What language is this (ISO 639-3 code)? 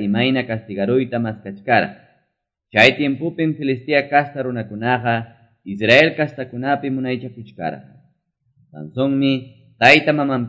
que